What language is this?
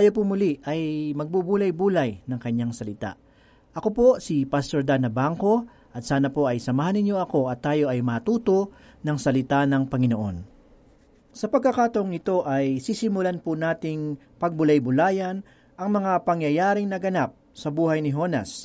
Filipino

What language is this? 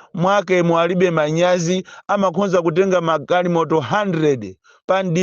Nyanja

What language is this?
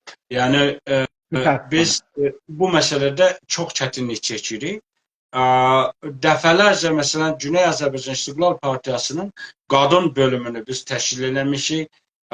South Azerbaijani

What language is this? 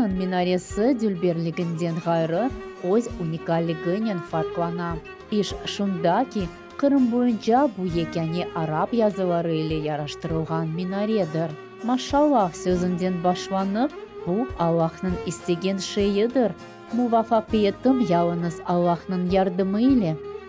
Crimean Tatar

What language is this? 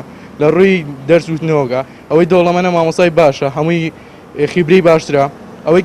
Central Kurdish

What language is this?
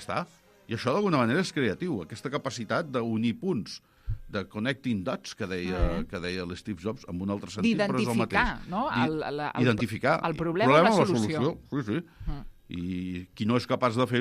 Catalan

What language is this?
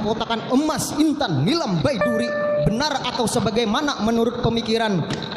Banjar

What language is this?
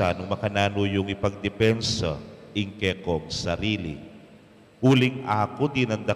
Pampanga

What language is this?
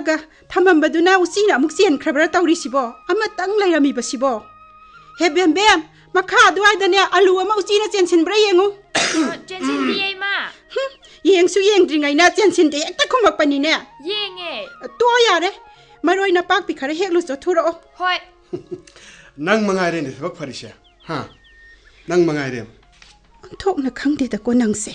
Manipuri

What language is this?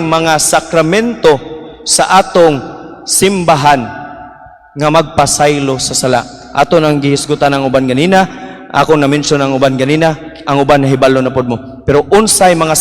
Cebuano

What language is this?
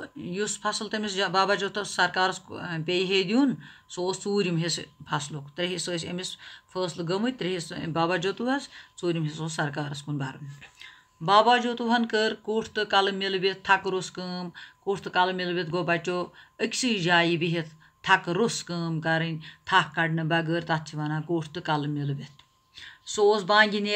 Kashmiri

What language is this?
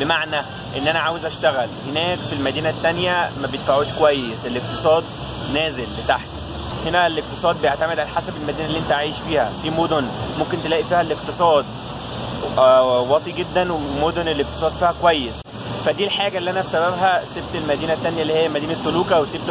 Egyptian Arabic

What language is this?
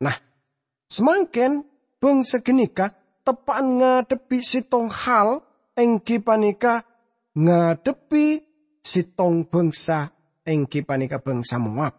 Madurese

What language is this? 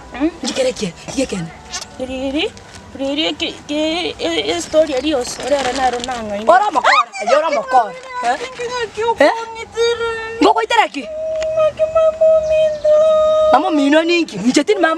Gusii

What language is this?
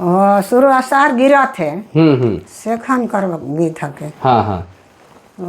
Sadri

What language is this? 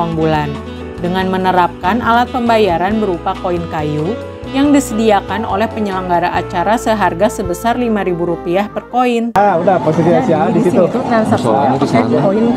Indonesian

